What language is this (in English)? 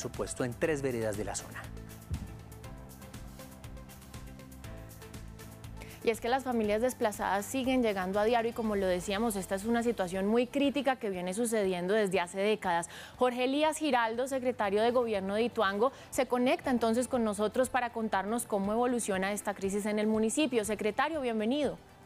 Spanish